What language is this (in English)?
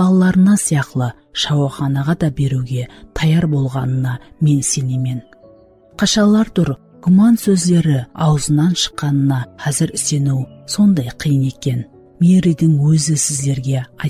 Kara-Kalpak